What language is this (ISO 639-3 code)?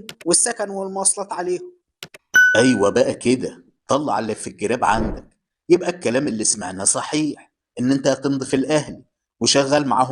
arz